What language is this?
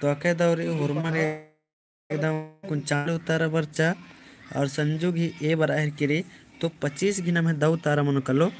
Kurukh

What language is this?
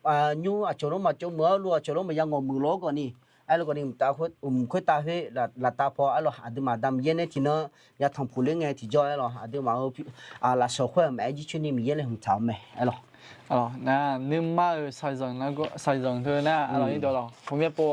Akha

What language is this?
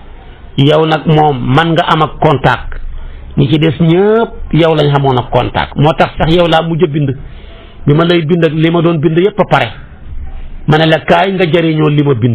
Wolof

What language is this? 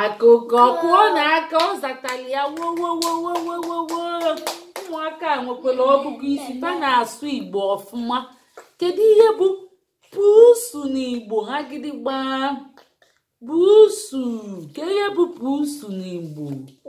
Igbo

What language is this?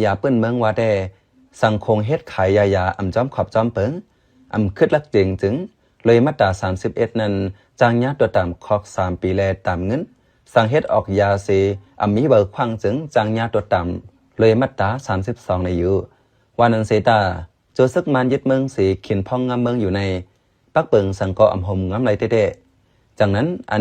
Shan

